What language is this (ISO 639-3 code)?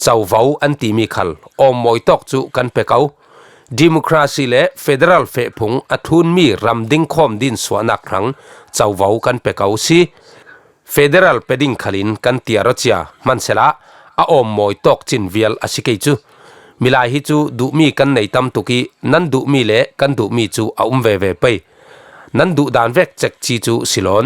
cfm